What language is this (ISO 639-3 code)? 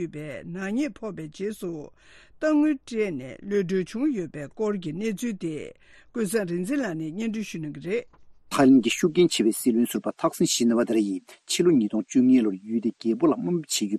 bod